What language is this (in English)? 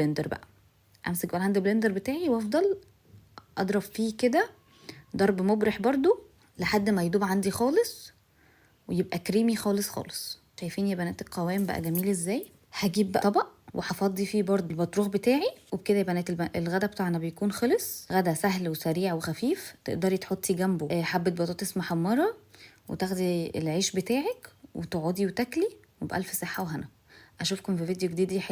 Egyptian Arabic